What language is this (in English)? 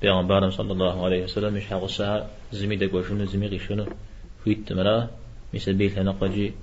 Kabardian